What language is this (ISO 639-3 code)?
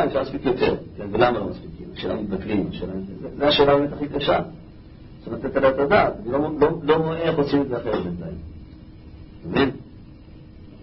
heb